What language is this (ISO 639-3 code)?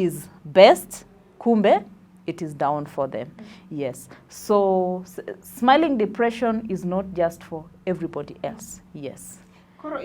luo